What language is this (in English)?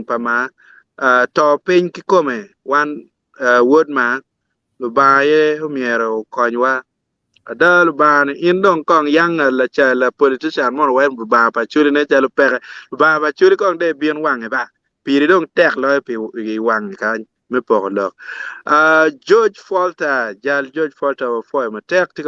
Acoli